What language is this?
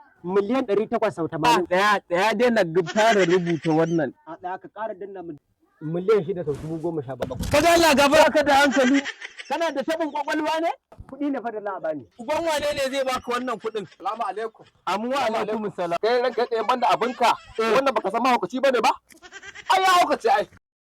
Hausa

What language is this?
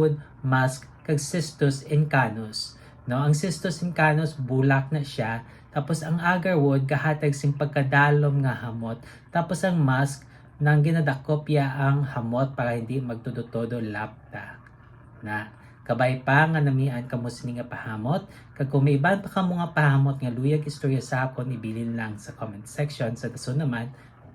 Hiligaynon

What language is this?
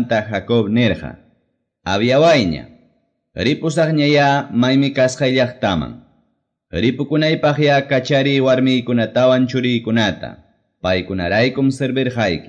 Quechua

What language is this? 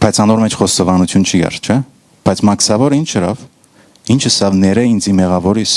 Western Armenian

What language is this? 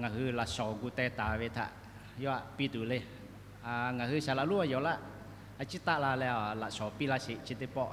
Lahu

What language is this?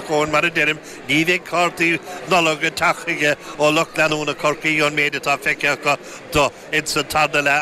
Irish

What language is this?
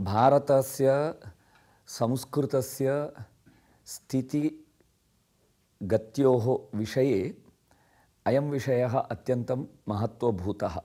Sanskrit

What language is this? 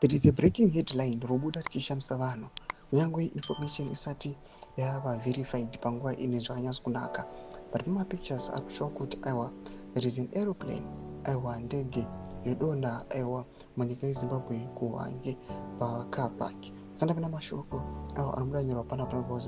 Shona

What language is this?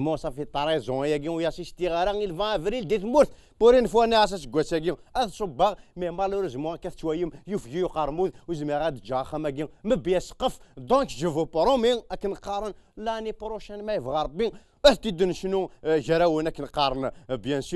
Kabyle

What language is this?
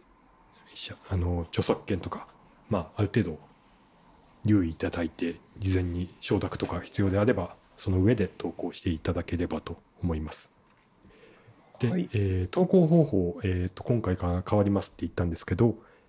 Japanese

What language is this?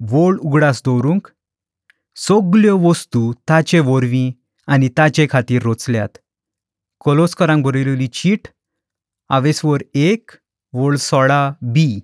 Konkani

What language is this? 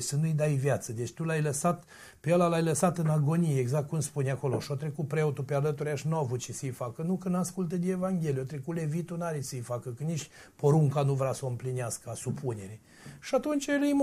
Romanian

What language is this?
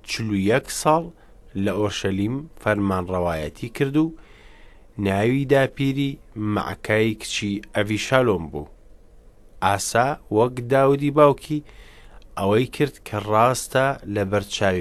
Central Kurdish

